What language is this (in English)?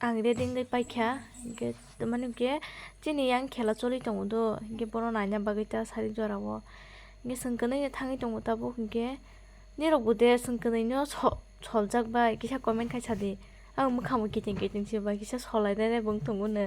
Kok Borok